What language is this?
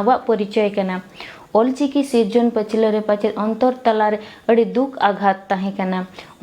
Santali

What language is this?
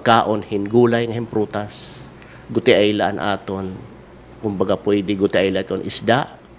Waray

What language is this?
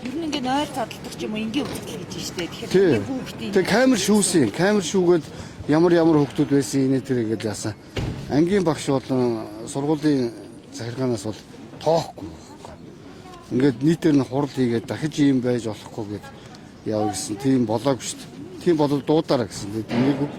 Mongolian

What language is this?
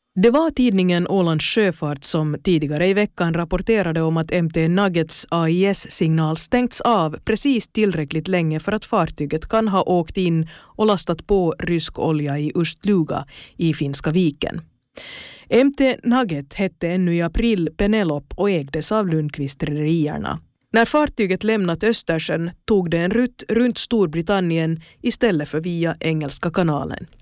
Swedish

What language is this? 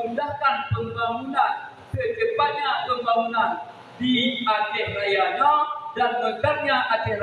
Achinese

